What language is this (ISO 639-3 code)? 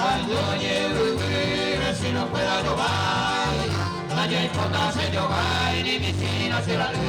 grn